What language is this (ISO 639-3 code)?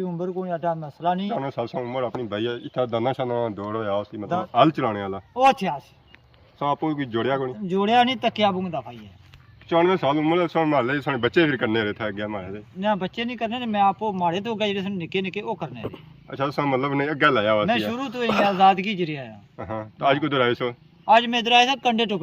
phr